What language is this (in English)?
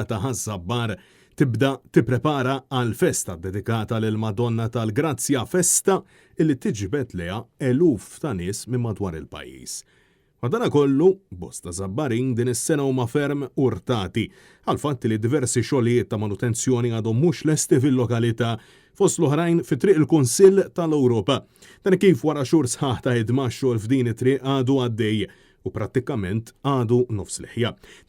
Maltese